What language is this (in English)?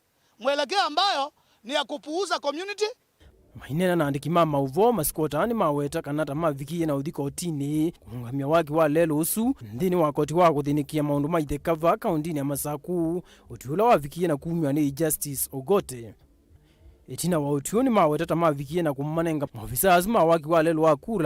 Kamba